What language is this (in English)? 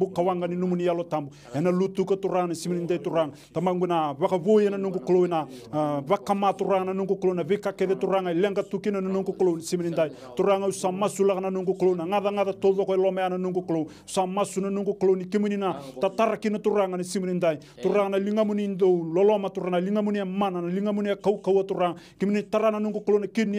Fijian